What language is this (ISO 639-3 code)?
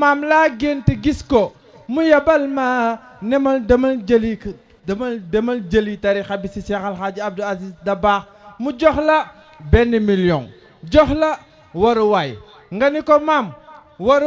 wol